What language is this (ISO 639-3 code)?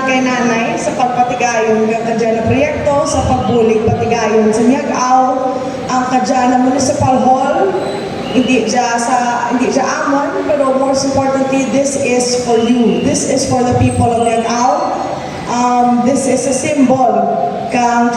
hil